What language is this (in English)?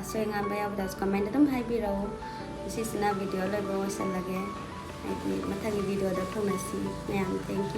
Manipuri